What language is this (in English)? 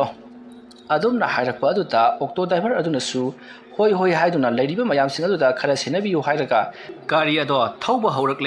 Manipuri